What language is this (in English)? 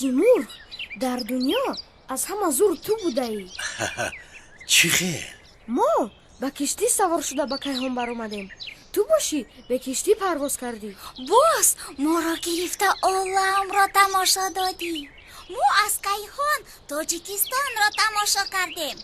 Tajik